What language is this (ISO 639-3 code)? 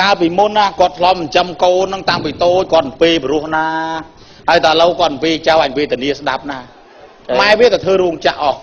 khm